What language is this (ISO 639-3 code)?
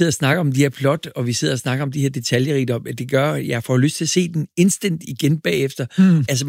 dan